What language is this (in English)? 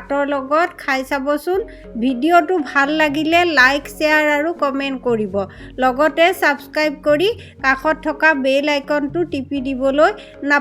Assamese